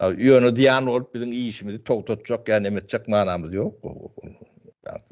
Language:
Turkmen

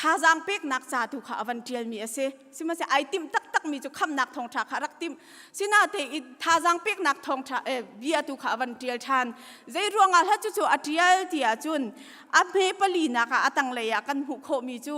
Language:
Hakha Chin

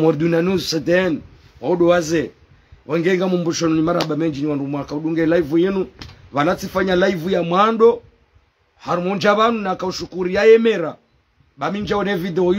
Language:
Ngazidja Comorian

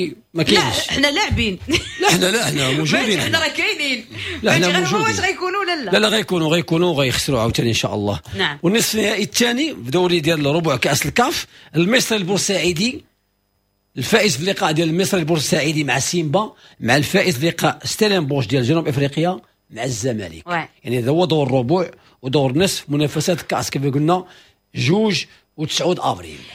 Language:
Moroccan Arabic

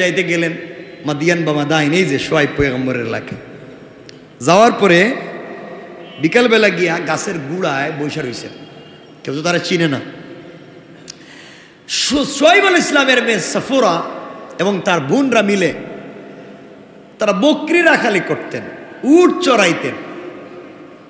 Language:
Bangla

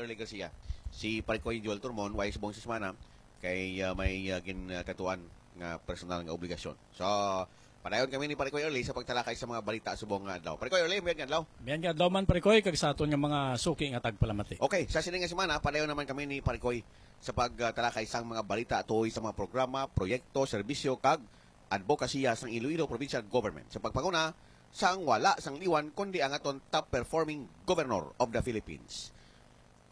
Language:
Hiligaynon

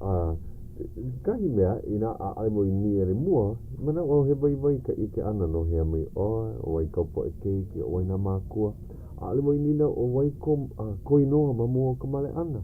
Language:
Hawaiian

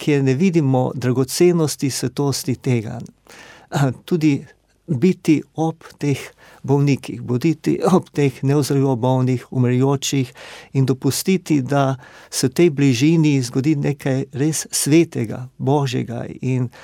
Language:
Slovenian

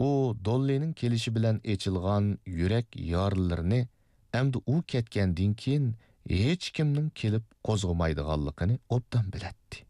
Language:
Uyghur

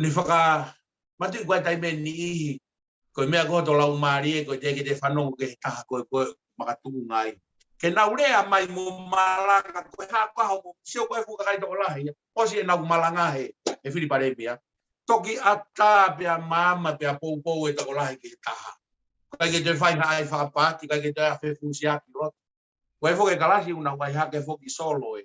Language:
Tongan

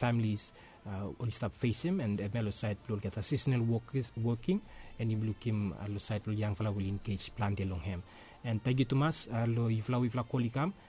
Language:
Bislama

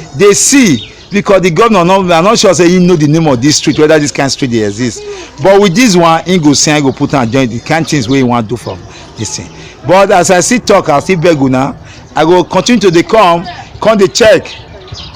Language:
Nigerian Pidgin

